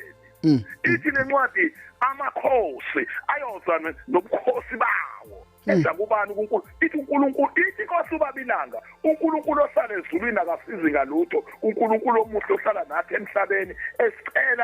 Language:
Zulu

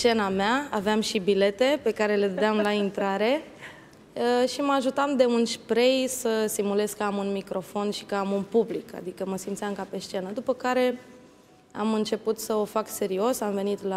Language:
Romanian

